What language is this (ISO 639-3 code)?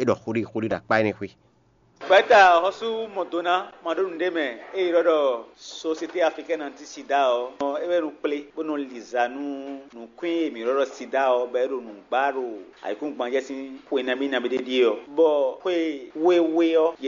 fon